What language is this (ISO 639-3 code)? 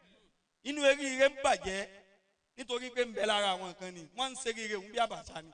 yor